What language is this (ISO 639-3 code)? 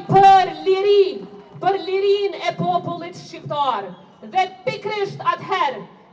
sqi